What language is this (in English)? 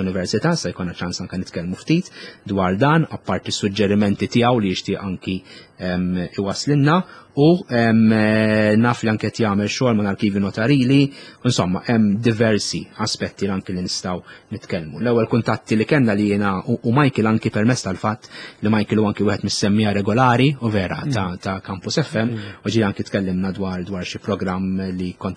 Maltese